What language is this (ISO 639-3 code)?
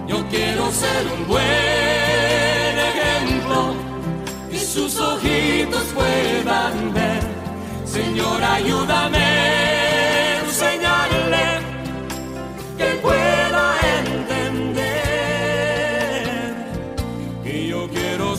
spa